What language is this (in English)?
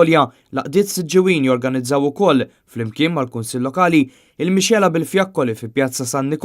Maltese